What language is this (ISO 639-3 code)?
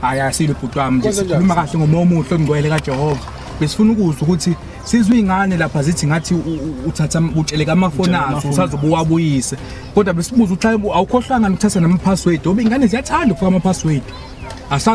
zul